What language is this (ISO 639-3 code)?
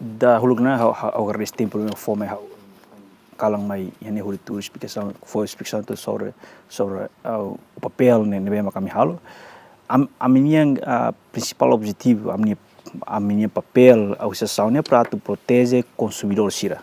tet